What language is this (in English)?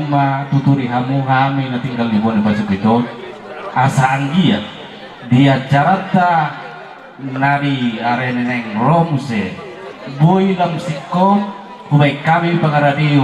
Batak Toba